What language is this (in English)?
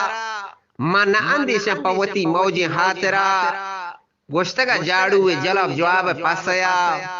Eastern Balochi